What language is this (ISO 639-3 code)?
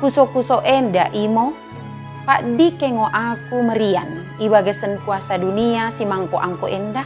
btd